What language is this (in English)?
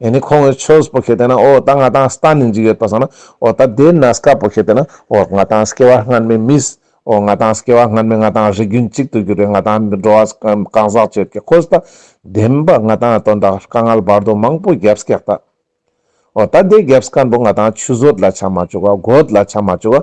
Ladakhi